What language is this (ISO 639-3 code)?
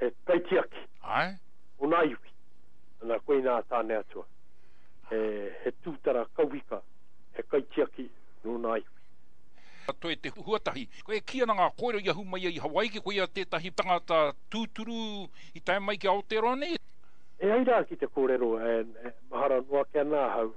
mri